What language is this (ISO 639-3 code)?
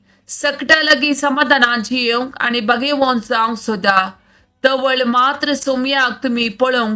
kok